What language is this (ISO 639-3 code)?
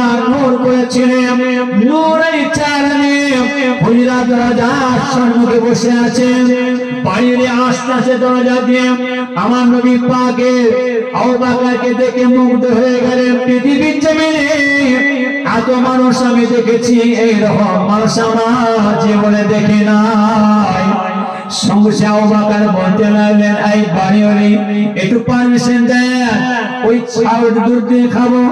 ben